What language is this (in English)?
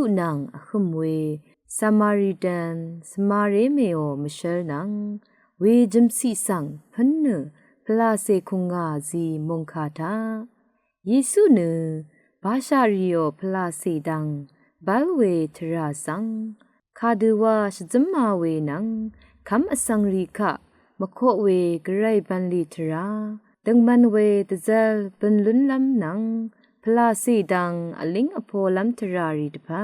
Rawang